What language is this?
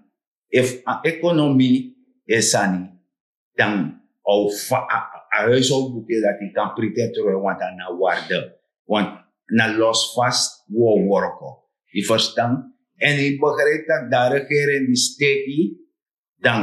Sranan Tongo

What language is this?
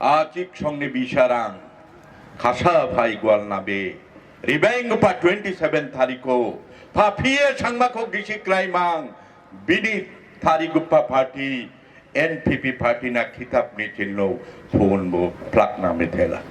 Garo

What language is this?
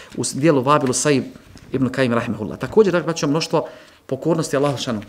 Bosnian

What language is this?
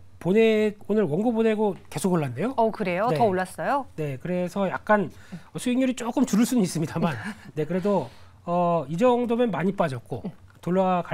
Korean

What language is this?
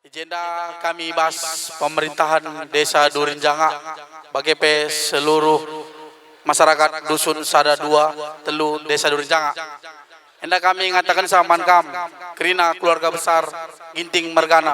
Batak Karo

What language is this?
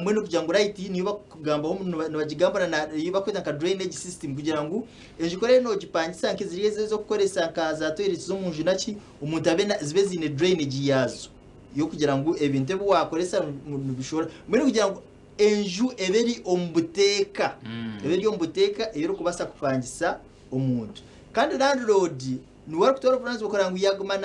Nyankole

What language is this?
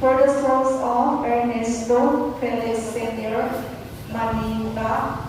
Cebuano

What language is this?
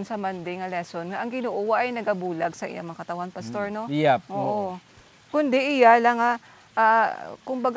Hiligaynon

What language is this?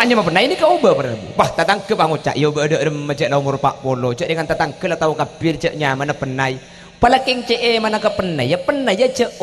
Madurese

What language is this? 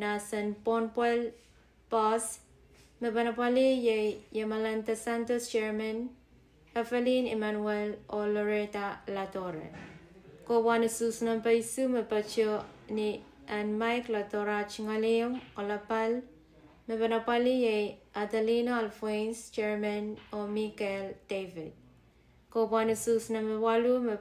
Pohnpeian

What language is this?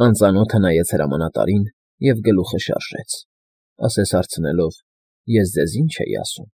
Armenian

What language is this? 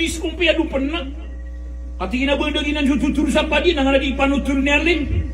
Maranao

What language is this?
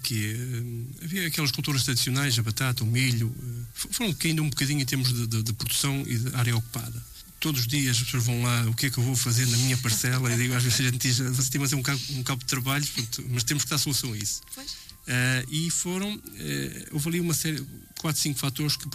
Portuguese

